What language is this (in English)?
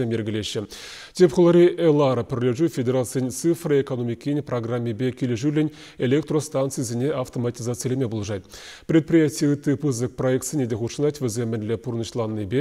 Chuvash